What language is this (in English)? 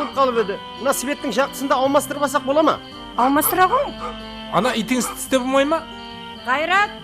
Kara-Kalpak